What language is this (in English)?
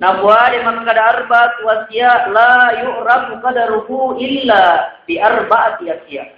Buginese